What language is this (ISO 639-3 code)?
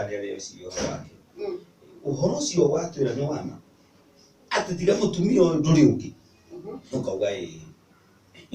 kik